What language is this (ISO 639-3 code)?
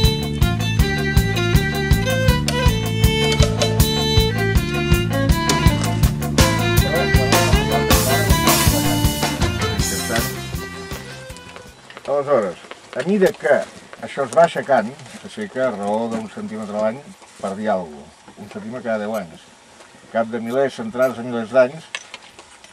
cat